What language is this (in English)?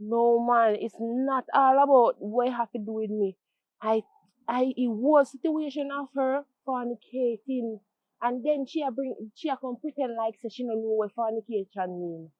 Jamaican Creole English